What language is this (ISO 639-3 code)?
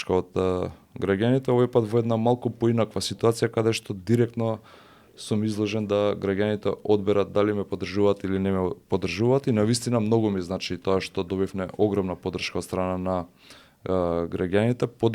mkd